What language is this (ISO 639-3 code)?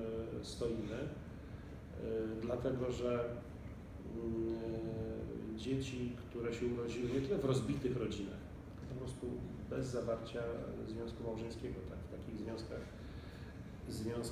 pol